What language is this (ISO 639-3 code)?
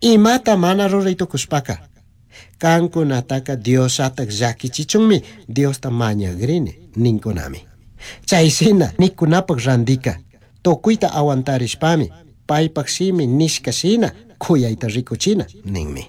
qug